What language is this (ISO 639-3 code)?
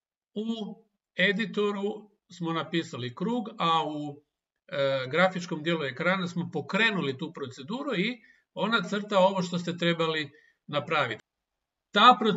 hrv